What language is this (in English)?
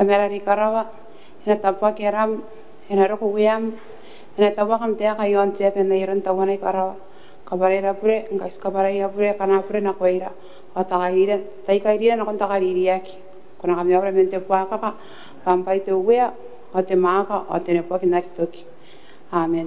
Gilbertese